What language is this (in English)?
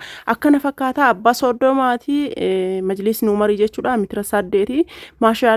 Oromo